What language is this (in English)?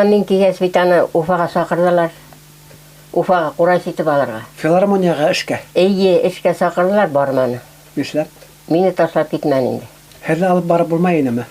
Bashkir